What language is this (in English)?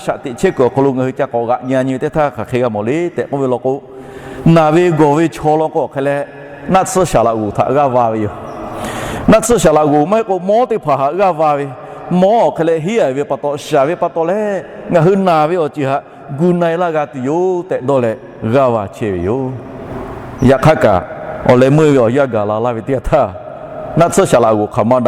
Lahu